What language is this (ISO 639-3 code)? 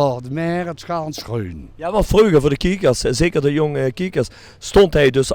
lim